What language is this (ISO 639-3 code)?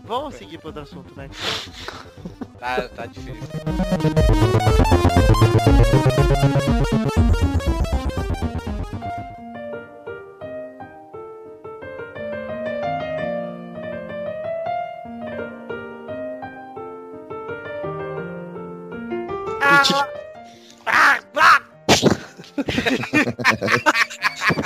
por